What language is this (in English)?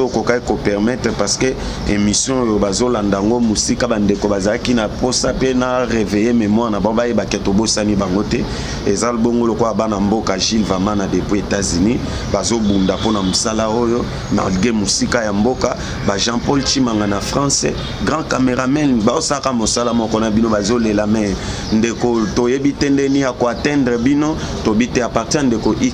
Lingala